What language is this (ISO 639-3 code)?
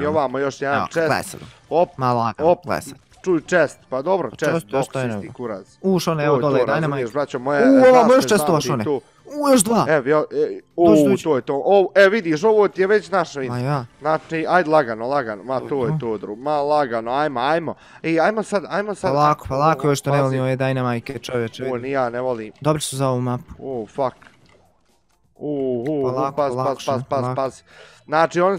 bos